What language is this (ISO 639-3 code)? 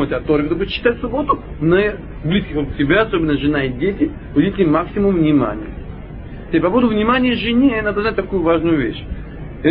rus